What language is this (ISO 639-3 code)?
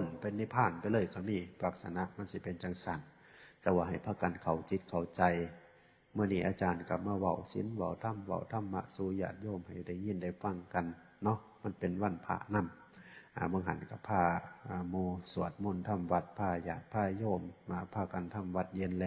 tts